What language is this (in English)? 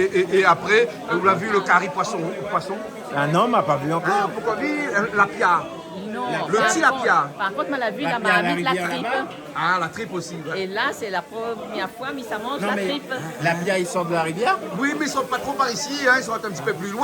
Réunion Creole French